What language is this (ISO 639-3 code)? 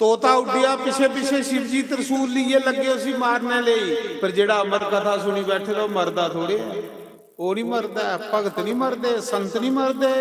doi